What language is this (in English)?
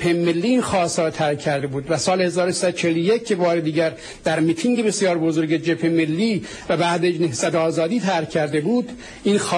Persian